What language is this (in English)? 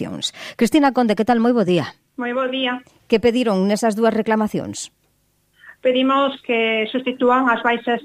Galician